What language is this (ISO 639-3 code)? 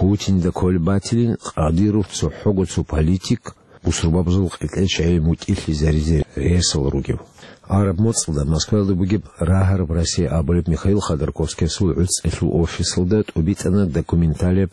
ava